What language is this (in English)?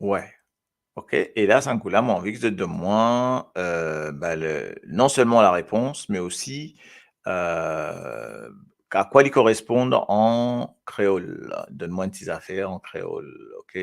Morisyen